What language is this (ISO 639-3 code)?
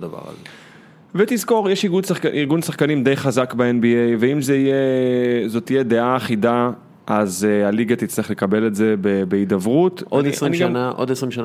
heb